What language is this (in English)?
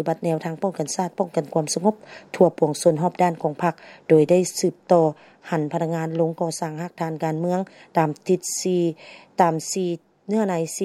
Lao